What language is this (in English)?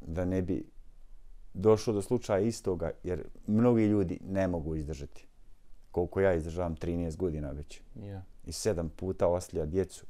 Bosnian